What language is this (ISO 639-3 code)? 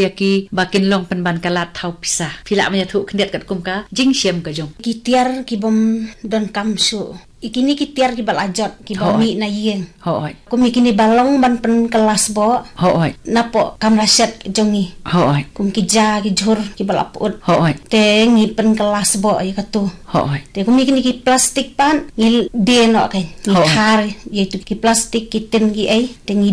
kha